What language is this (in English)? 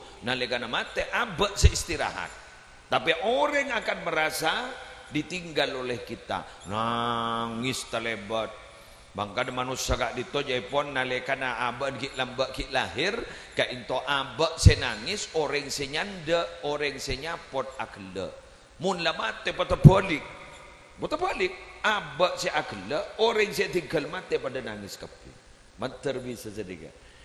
Madurese